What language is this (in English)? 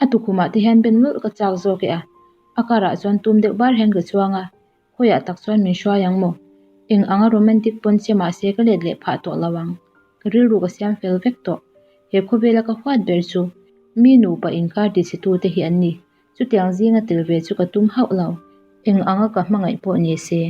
Mizo